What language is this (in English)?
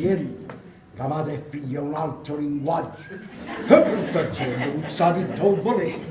Neapolitan